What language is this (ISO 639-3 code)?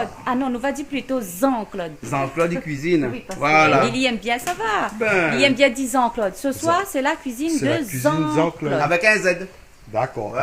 rcf